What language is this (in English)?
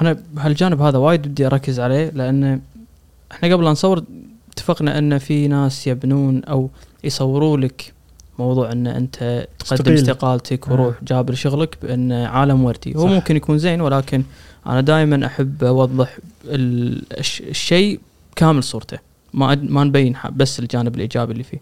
Gulf Arabic